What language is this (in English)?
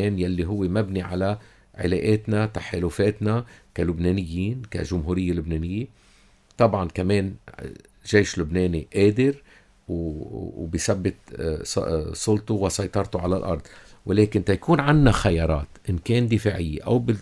North Levantine Arabic